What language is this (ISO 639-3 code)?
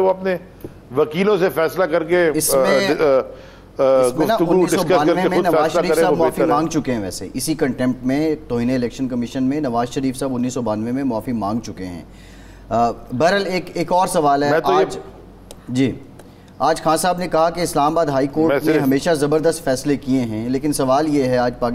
urd